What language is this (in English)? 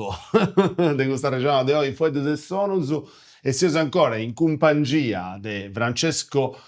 Sardinian